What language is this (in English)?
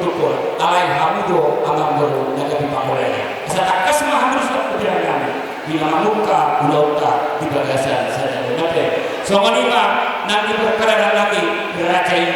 Batak Toba